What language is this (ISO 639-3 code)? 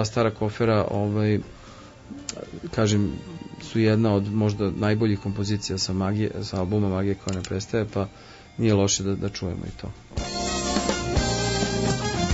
srp